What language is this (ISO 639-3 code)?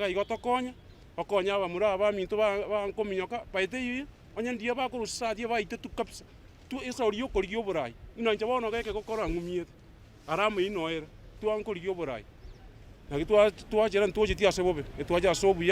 guz